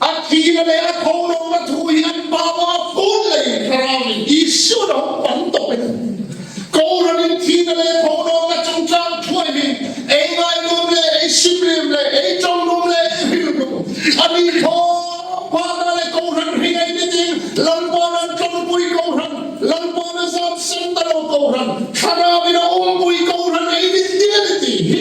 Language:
Hmar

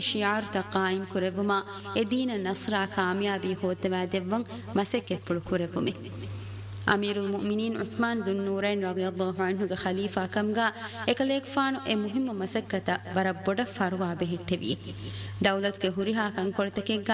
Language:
Divehi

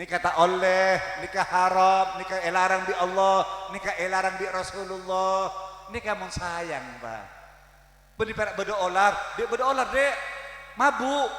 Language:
Madurese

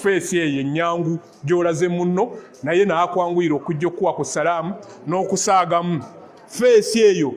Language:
Ganda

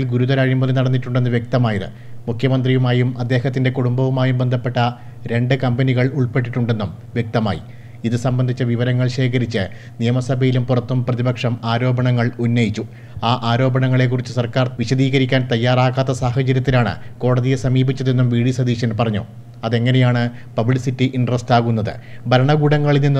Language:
Malayalam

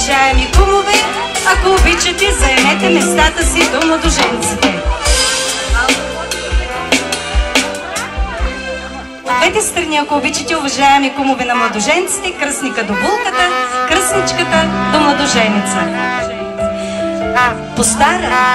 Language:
Bulgarian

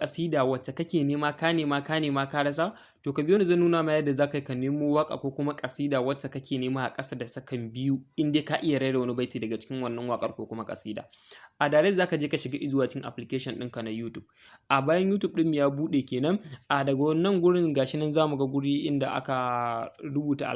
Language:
Hausa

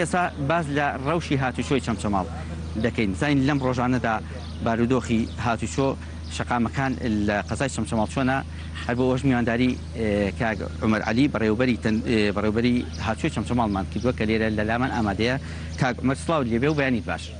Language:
Central Kurdish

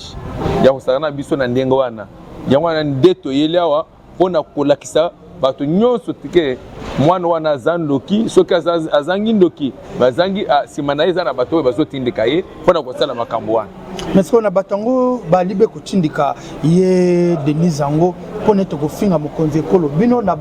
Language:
Lingala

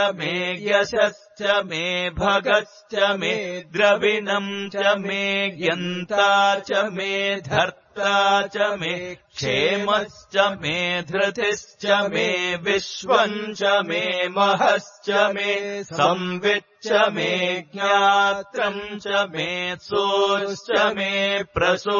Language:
Sanskrit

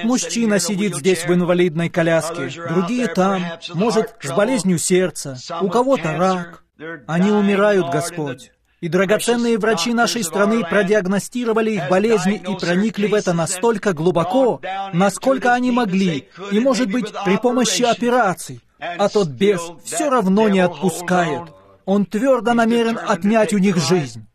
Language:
Russian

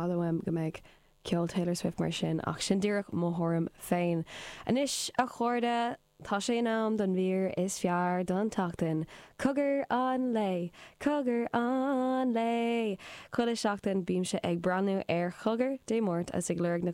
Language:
Irish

